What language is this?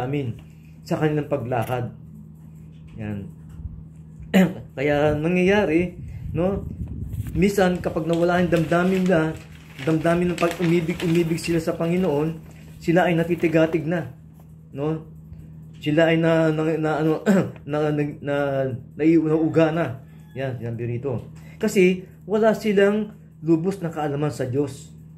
Filipino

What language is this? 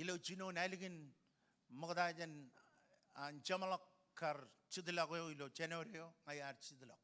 Marshallese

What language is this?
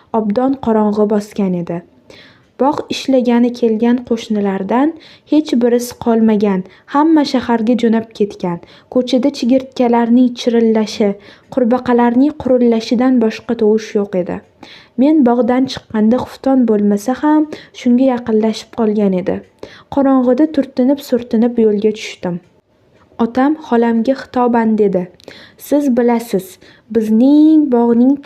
Uzbek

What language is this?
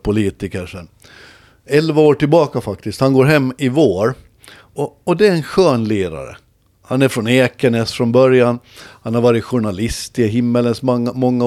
Swedish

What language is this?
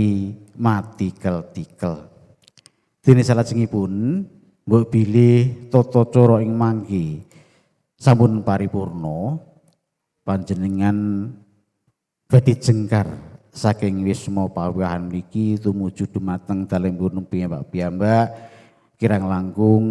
Javanese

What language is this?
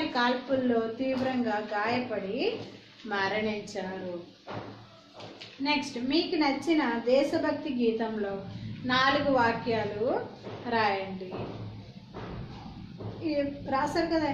Telugu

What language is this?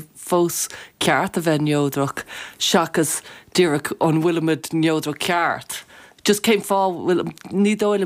Irish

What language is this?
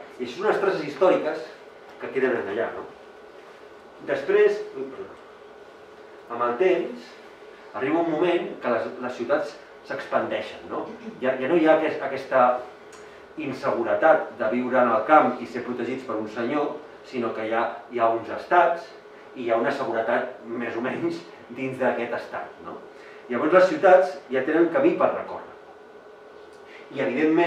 Catalan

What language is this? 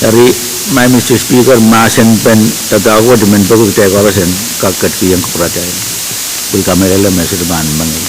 Pohnpeian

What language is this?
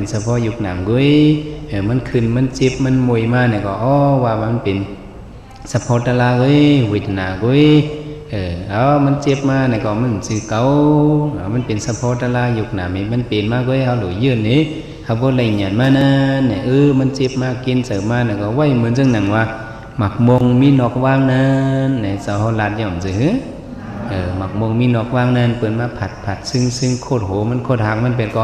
Shan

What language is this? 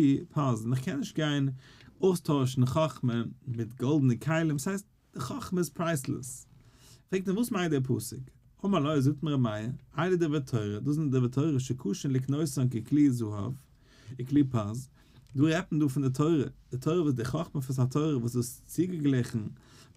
Yiddish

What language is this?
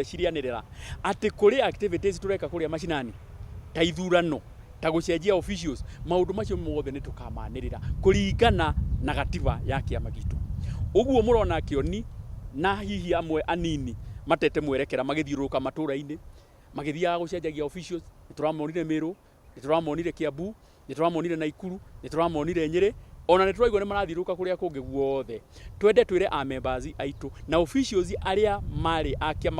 Kikuyu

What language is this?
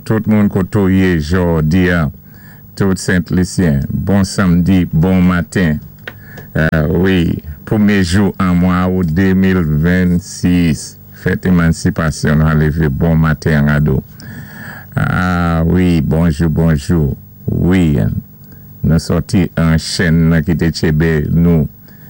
Saint Lucian Creole French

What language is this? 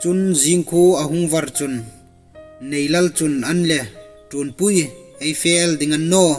Hmar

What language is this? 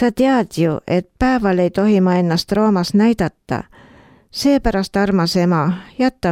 Estonian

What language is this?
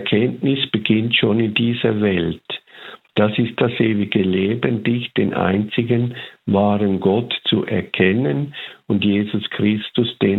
German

